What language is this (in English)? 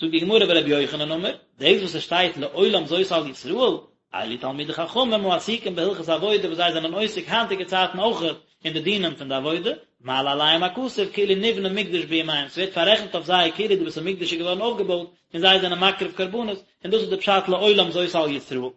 Yiddish